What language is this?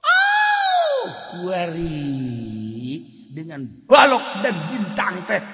Sundanese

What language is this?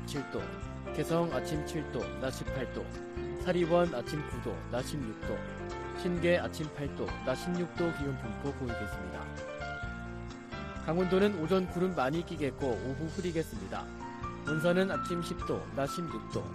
Korean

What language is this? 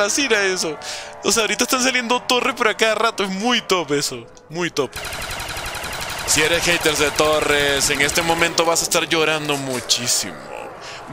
Spanish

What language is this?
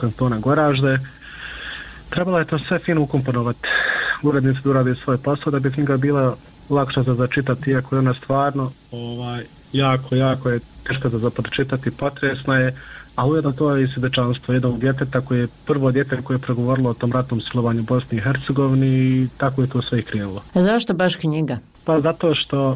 Bosnian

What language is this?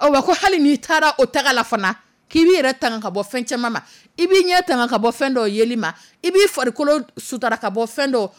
Dyula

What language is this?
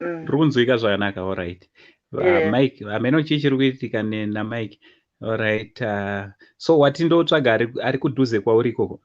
Shona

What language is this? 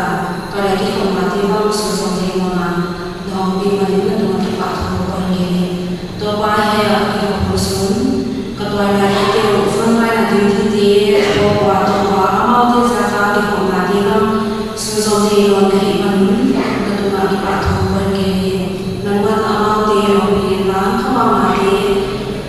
Paite Chin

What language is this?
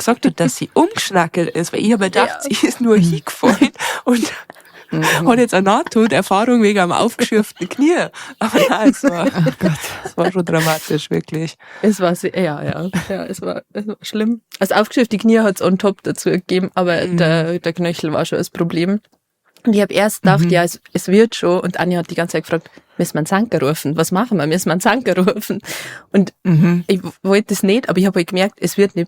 Bavarian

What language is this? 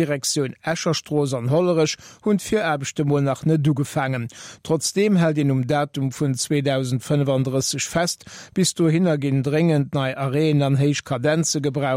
Luxembourgish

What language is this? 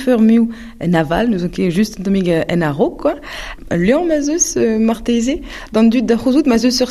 Breton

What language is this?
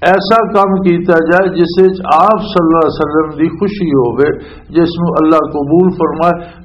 Western Panjabi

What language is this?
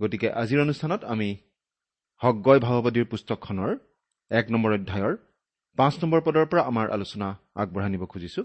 Assamese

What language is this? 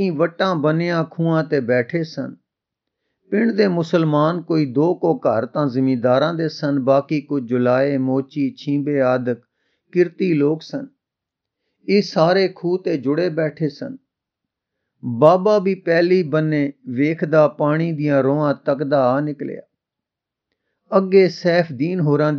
Punjabi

